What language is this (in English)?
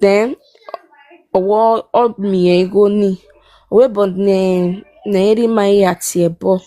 Nigerian Pidgin